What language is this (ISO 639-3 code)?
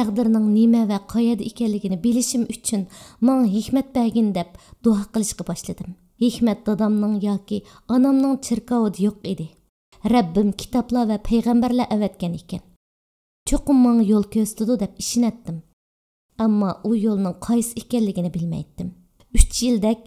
uig